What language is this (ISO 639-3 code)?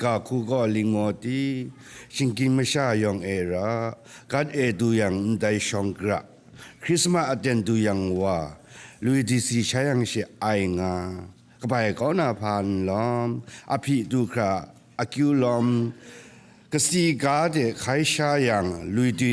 kac